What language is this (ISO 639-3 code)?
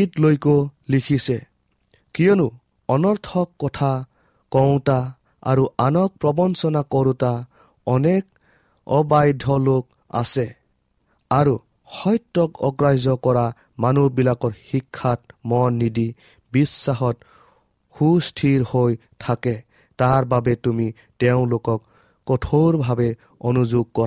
asm